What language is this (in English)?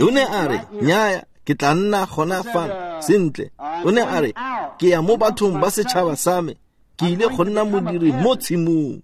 Tswana